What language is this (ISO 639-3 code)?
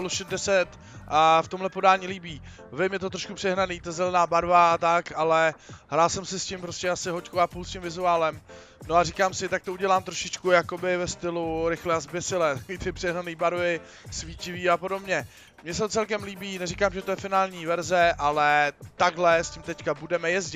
ces